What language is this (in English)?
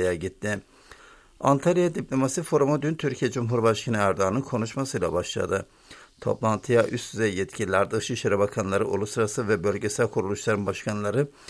Turkish